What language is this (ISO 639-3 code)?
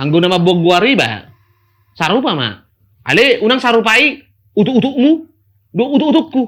bbc